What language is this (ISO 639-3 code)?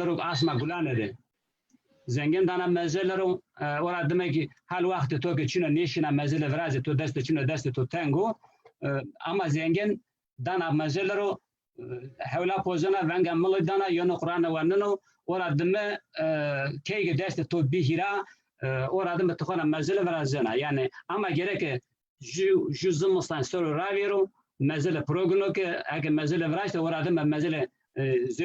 zza